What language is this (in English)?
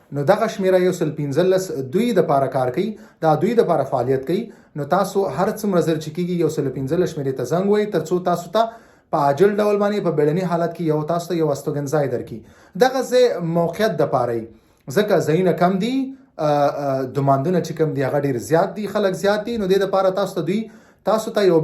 Pashto